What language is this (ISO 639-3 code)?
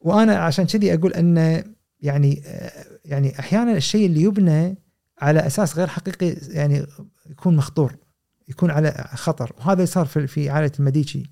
afb